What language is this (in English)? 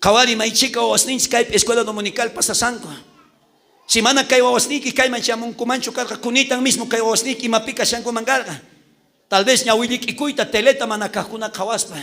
South Bolivian Quechua